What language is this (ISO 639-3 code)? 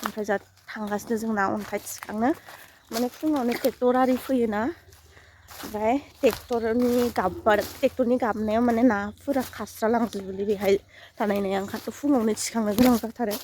brx